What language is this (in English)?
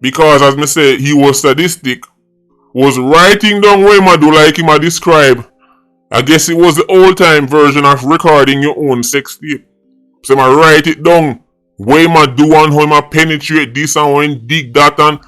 Jamaican Creole English